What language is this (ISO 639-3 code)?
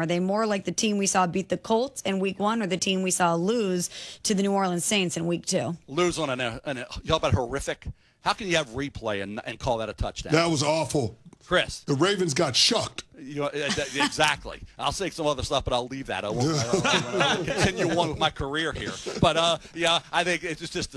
eng